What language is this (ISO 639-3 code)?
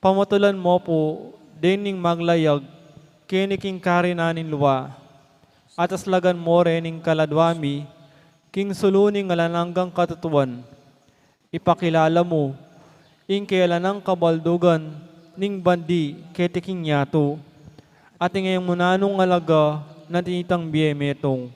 pam